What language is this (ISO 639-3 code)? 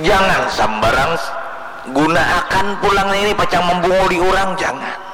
bjn